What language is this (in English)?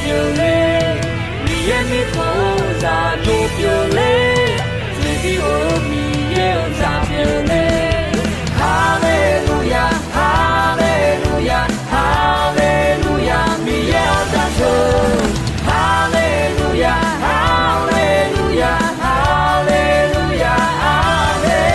Akha